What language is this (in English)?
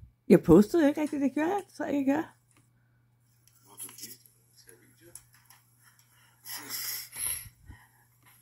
Danish